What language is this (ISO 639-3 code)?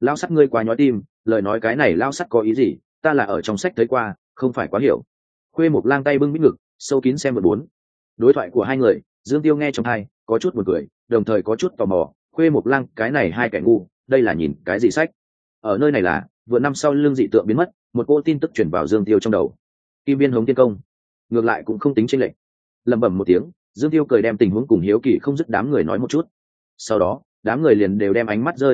vie